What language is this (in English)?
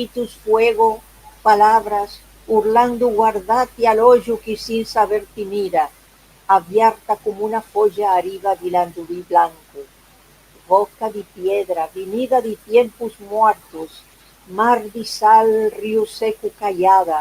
Ladino